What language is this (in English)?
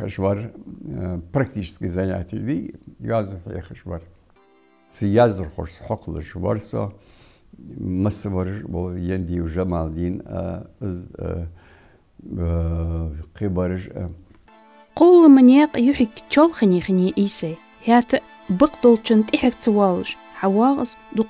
Ingush